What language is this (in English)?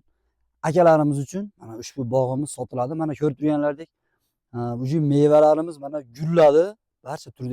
Uzbek